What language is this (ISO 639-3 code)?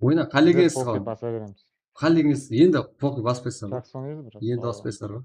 kaa